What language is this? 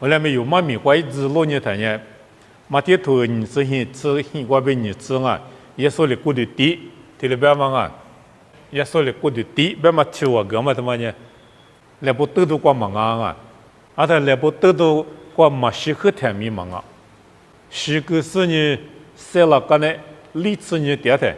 Lisu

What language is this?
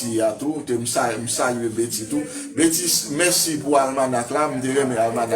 Haitian Creole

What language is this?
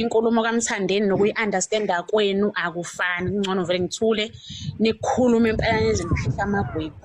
Zulu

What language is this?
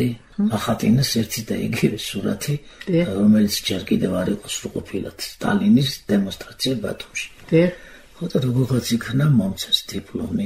Georgian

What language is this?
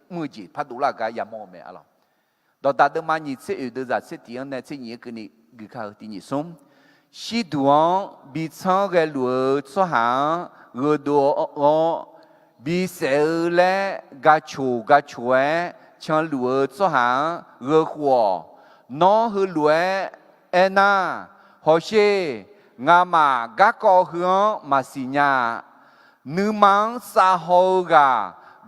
Akha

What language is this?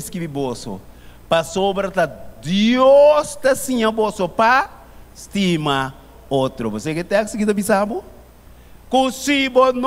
Papiamento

